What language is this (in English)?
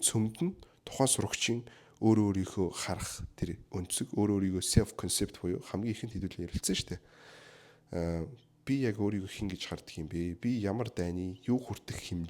Mongolian